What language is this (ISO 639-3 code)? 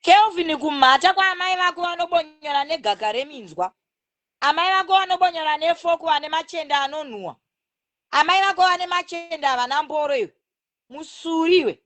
sna